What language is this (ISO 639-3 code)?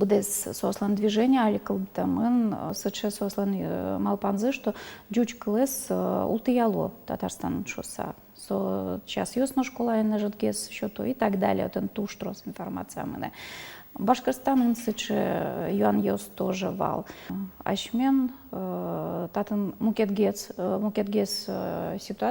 udm